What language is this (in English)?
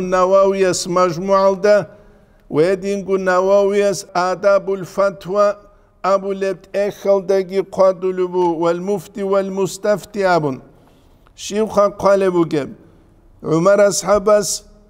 Avaric